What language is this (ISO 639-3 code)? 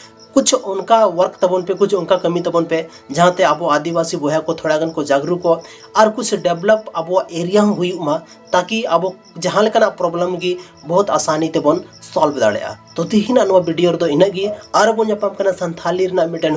sat